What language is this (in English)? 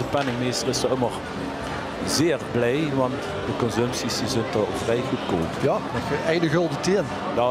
Limburgish